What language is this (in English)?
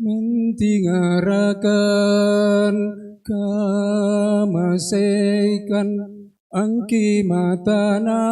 Toraja-Sa'dan